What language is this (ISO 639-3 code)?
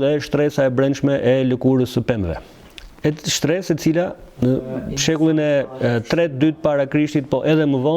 sqi